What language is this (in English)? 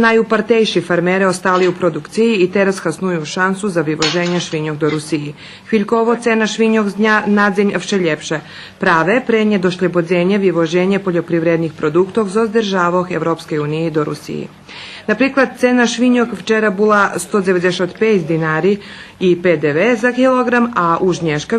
Rusyn